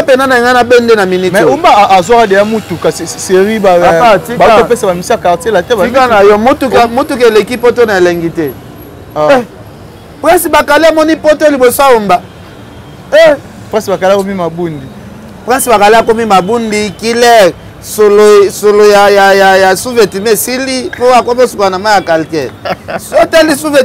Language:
Lingala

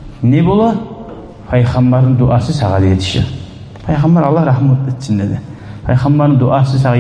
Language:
Kumyk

